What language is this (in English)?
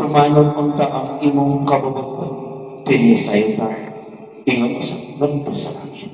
Cebuano